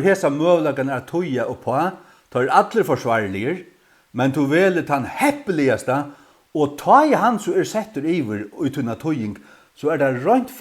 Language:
Faroese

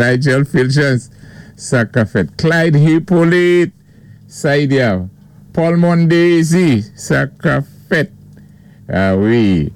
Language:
Saint Lucian Creole French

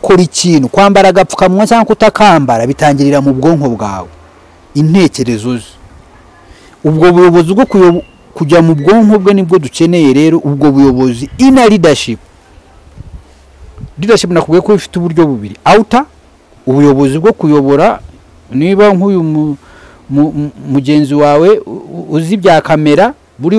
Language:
Kinyarwanda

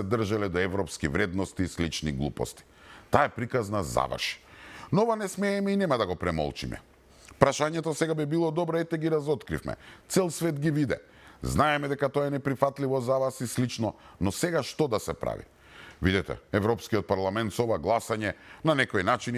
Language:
Macedonian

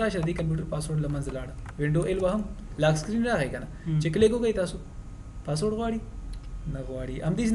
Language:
Pashto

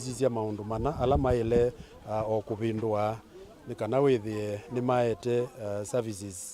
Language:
Kamba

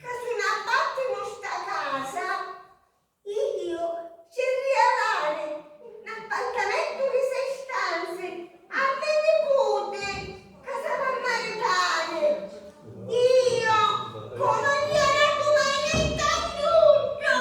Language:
Sicilian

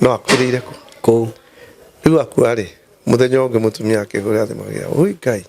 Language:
Kikuyu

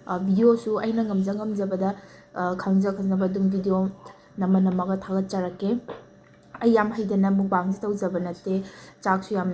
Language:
Manipuri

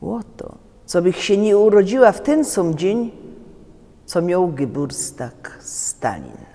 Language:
Silesian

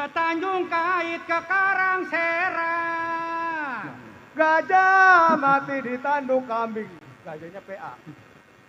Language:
Betawi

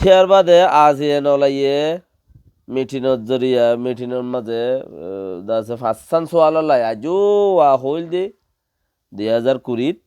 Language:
Rohingya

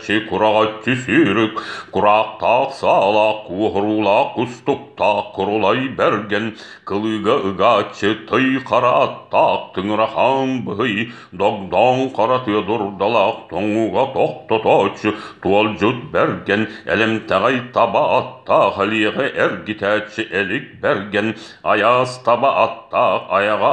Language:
Yakut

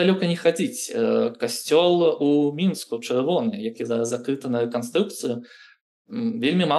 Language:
Belarusian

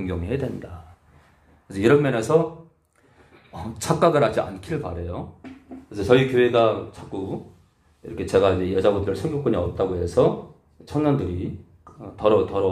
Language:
Korean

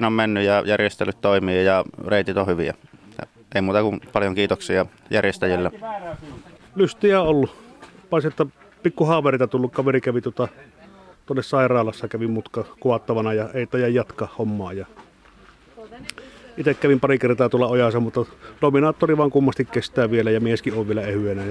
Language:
Finnish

